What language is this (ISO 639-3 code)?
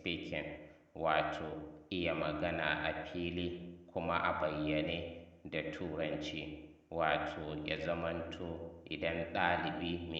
hau